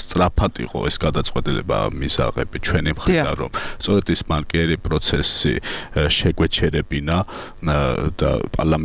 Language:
Georgian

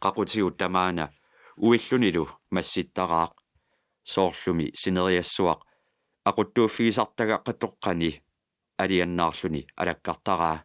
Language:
Kalaallisut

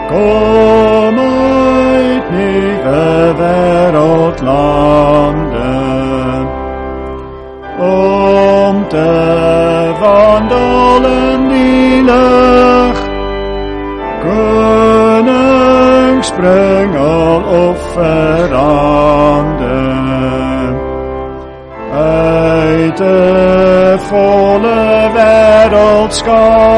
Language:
Afrikaans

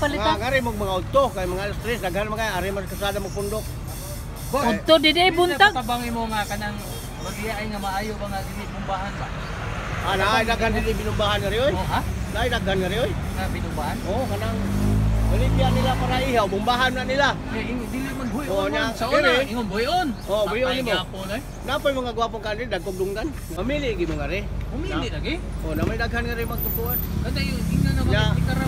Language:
Cebuano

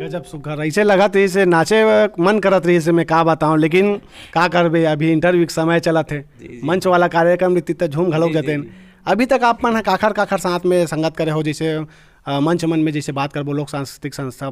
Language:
Chhattisgarhi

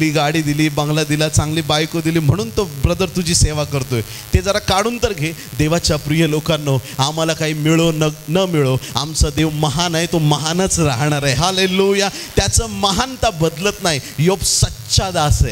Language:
Marathi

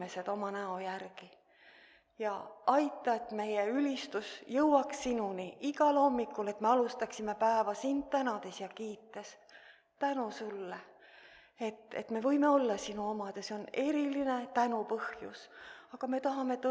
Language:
Estonian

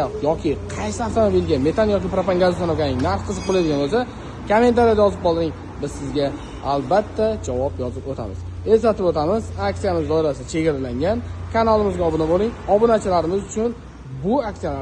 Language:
Uzbek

